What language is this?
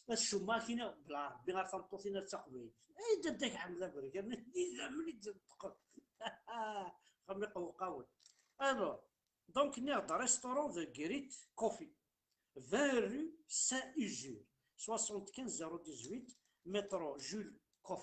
Kabyle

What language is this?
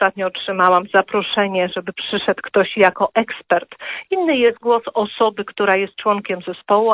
Polish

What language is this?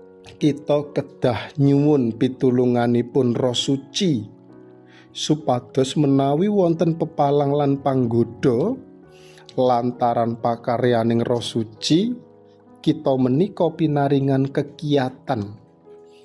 Javanese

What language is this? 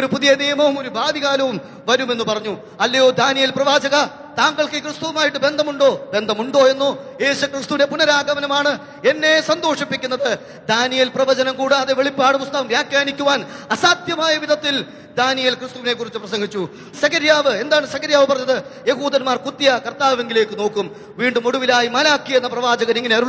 Malayalam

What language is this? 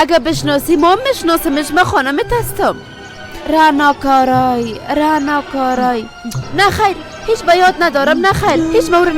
Persian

